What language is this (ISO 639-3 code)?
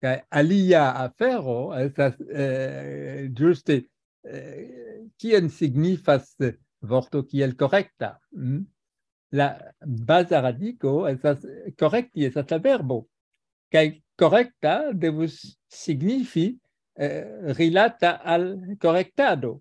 epo